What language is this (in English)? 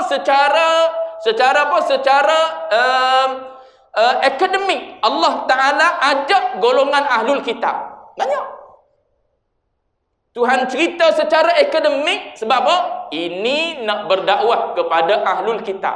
Malay